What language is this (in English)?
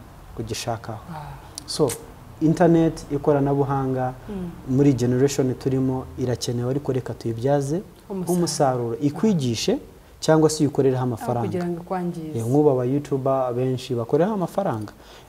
Kinyarwanda